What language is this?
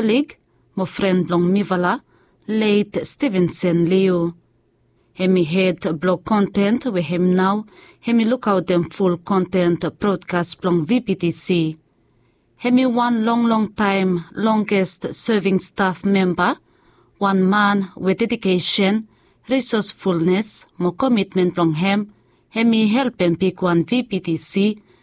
Bislama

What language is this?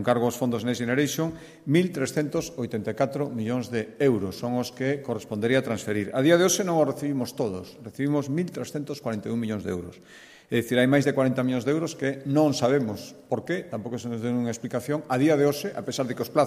Galician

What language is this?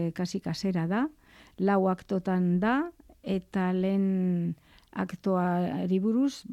Basque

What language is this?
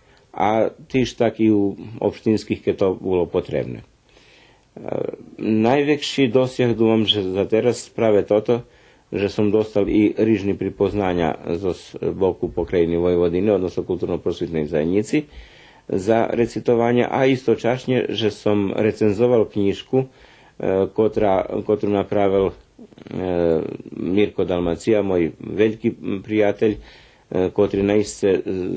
Rusyn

